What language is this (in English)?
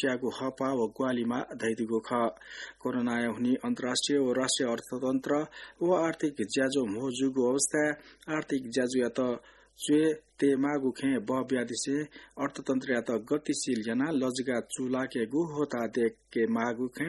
Newari